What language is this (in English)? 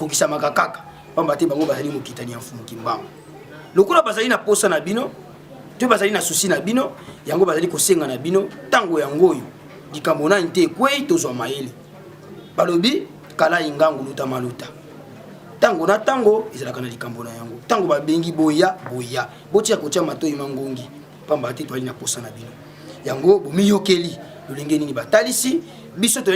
Lingala